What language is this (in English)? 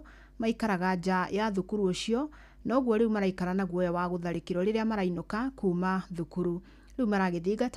Kikuyu